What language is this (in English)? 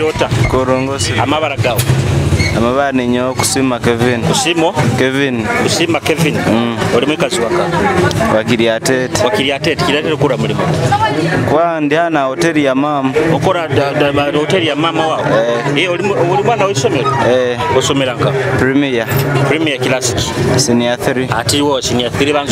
Nyoro